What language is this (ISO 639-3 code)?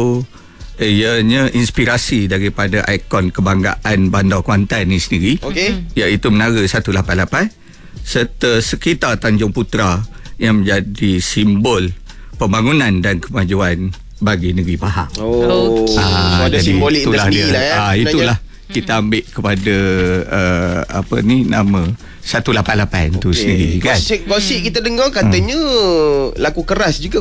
msa